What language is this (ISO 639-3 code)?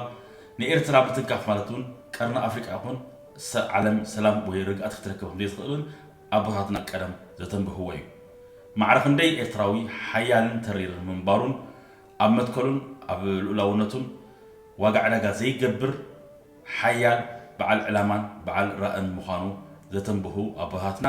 tir